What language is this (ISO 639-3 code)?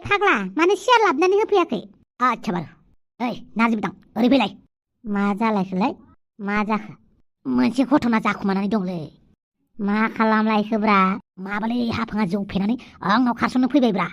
brx